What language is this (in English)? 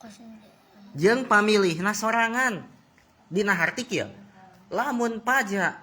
Sundanese